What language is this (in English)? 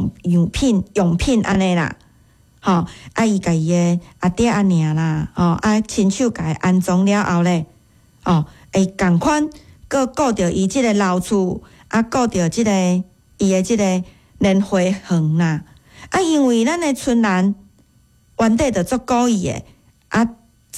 Min Nan Chinese